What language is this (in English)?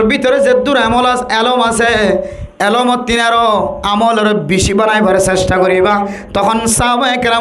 Rohingya